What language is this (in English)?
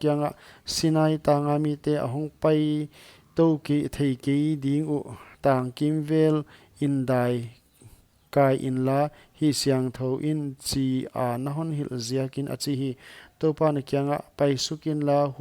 Paite Chin